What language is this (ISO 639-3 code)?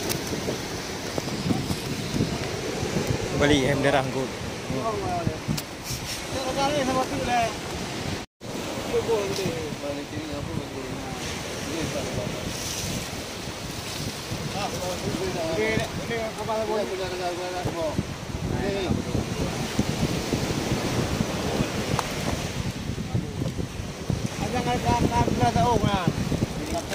msa